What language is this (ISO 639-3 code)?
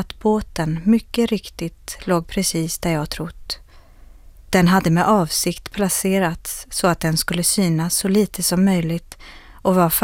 swe